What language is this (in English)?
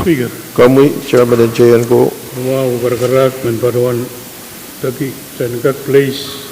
Pohnpeian